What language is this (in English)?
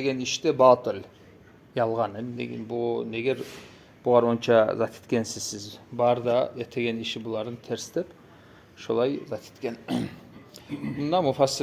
Kumyk